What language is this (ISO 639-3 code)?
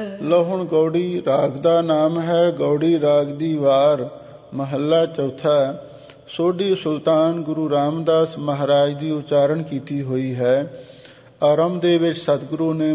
pan